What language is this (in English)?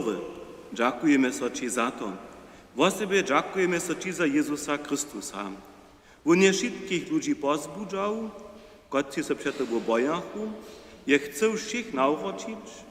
Upper Sorbian